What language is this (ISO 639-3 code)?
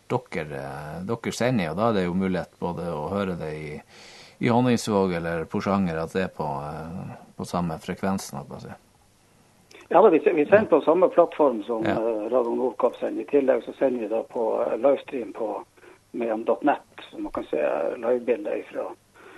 nor